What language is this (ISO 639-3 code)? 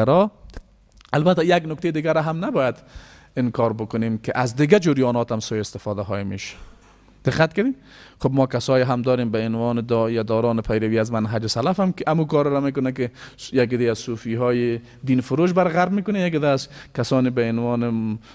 fas